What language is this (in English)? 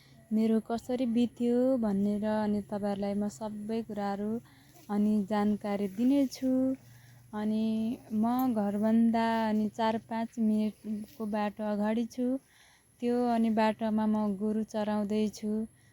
Nepali